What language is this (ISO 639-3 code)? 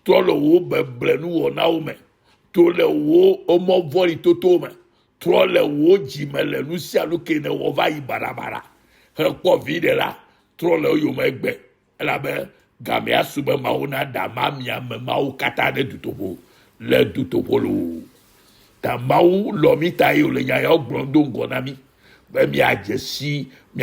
ewe